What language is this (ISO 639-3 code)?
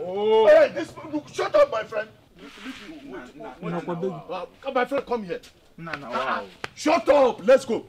pcm